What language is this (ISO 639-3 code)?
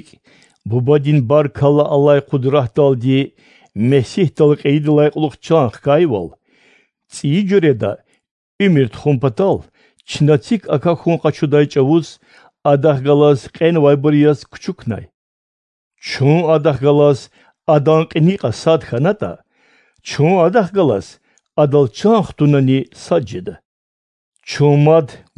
lez